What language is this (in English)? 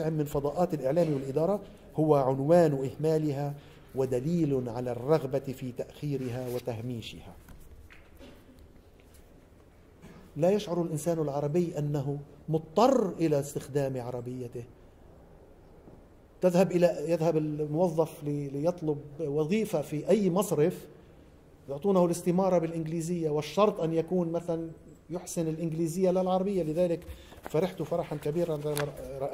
Arabic